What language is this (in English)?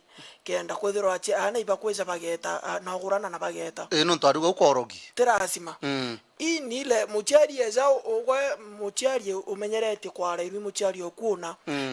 Meru